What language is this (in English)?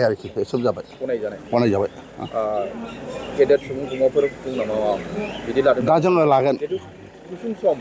Bodo